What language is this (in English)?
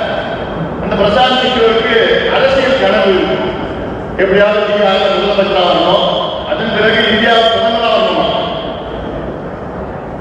Tamil